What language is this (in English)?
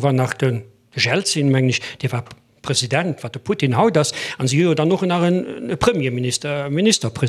Luxembourgish